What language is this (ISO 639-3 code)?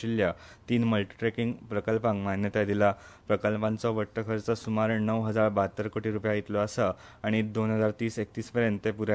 kok